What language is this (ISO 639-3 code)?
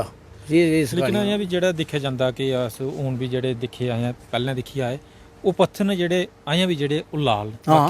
doi